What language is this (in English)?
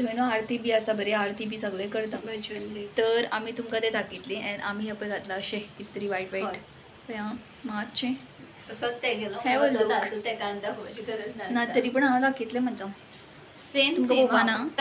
Konkani